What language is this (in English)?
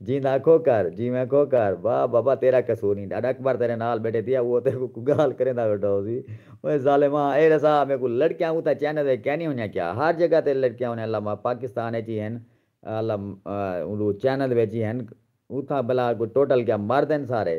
Saraiki